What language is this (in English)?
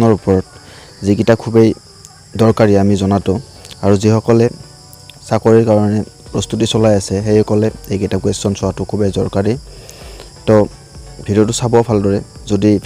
Assamese